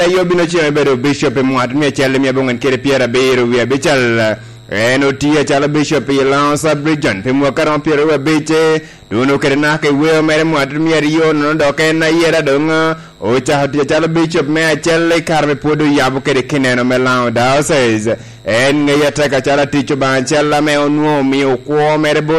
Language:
Lango (Uganda)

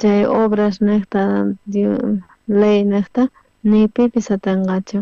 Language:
South Bolivian Quechua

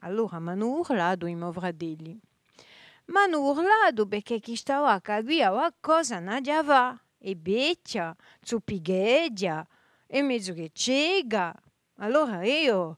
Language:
Corsican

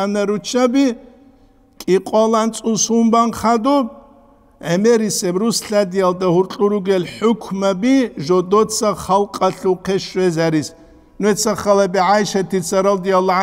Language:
Avaric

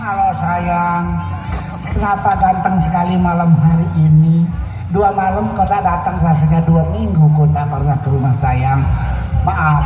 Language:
Sasak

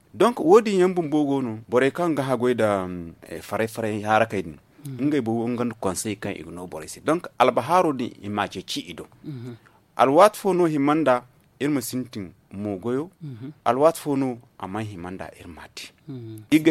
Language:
Zarma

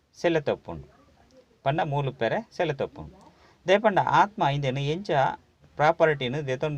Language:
Tulu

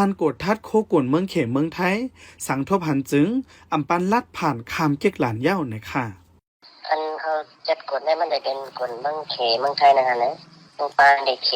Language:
Shan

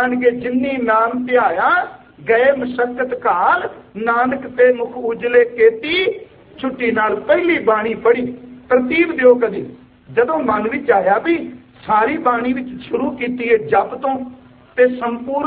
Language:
Punjabi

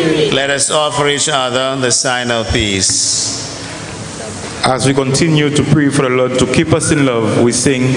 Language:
English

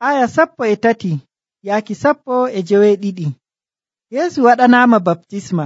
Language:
Nigerian Fulfulde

